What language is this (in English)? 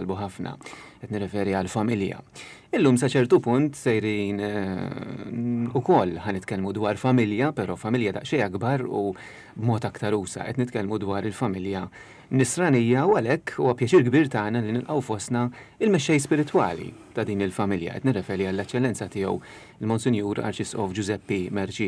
Maltese